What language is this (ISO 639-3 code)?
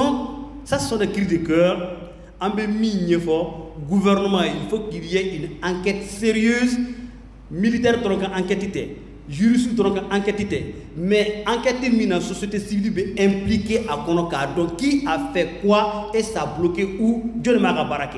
bam